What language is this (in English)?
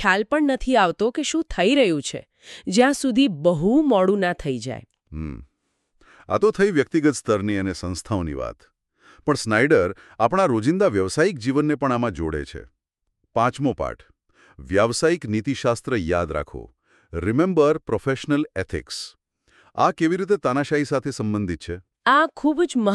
Gujarati